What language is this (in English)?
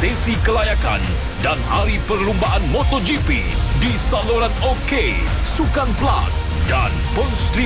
Malay